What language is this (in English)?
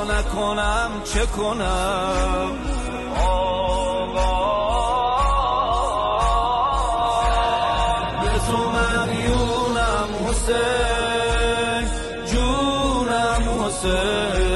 Persian